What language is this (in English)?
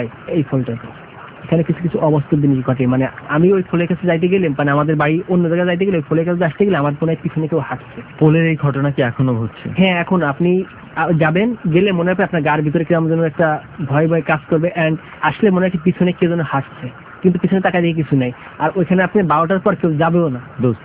Bangla